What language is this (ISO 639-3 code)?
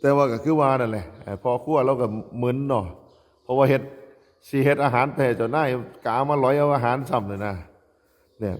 tts